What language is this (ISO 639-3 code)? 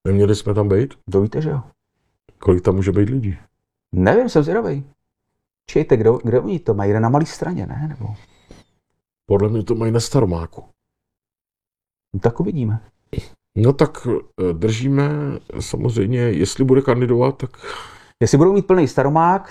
ces